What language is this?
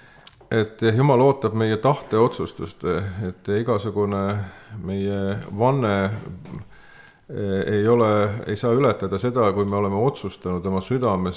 Estonian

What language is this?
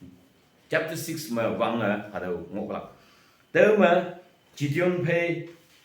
Konyak Naga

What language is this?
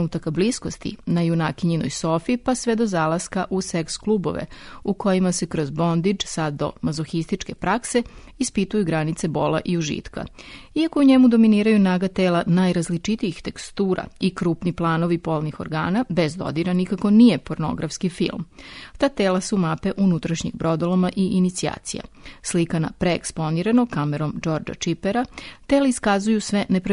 Serbian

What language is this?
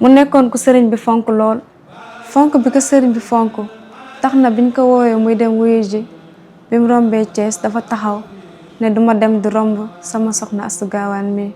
Wolof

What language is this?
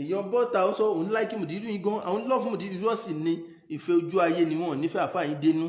Yoruba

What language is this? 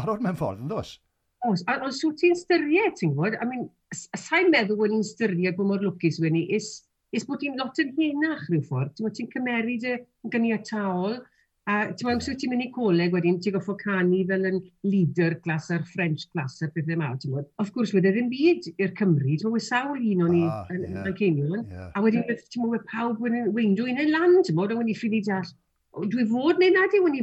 Welsh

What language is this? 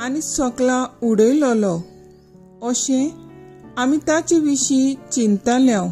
Konkani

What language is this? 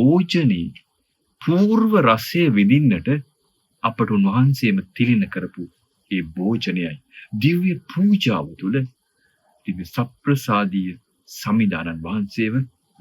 Sinhala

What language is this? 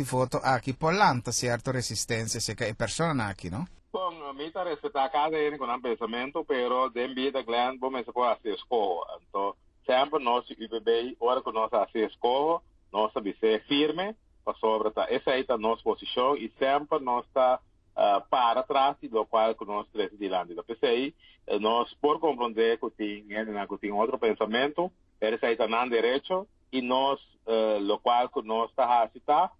Papiamento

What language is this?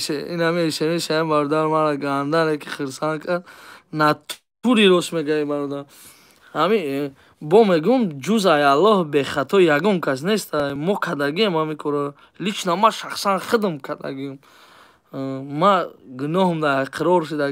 Tajik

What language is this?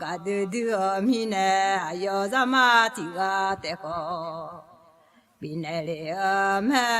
Akha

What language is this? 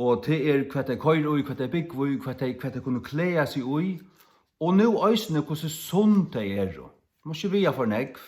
Faroese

